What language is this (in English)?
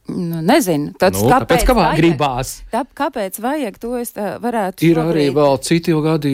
Latvian